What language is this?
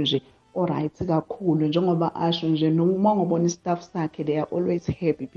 South Ndebele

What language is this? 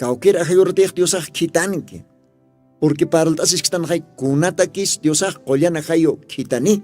Aymara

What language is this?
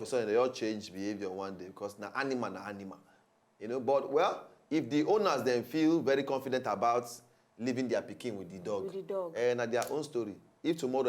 Nigerian Pidgin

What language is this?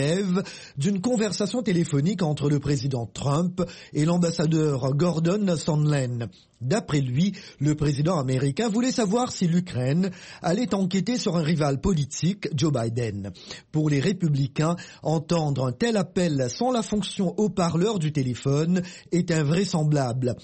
French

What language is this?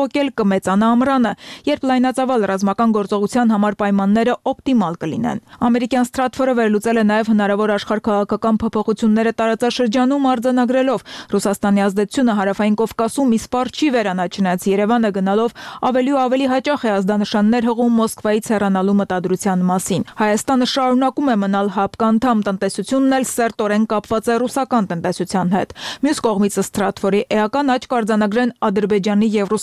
Armenian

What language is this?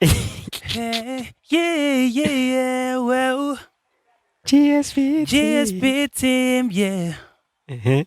Rundi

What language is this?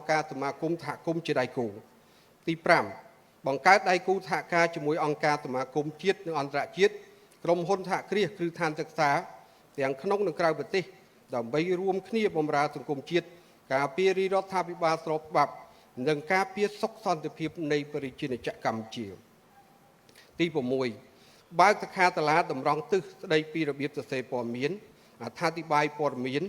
Khmer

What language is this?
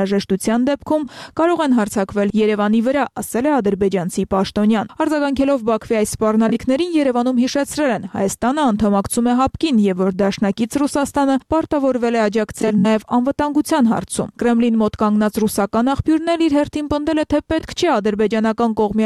Armenian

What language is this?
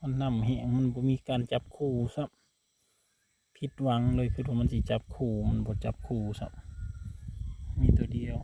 Northeastern Thai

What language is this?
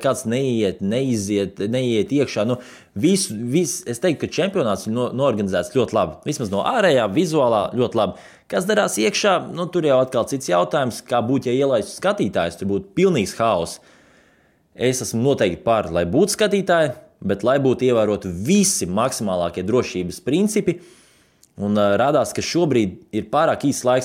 Latvian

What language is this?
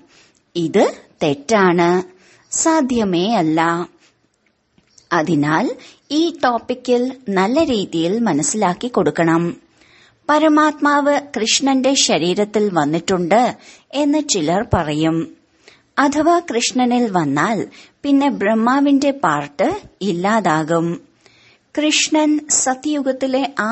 Malayalam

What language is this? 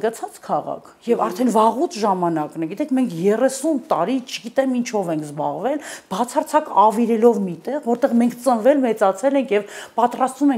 Armenian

